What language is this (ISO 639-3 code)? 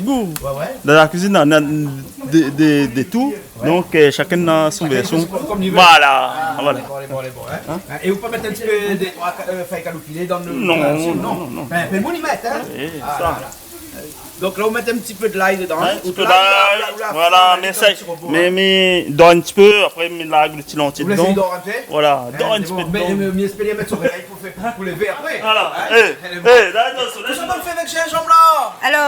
rcf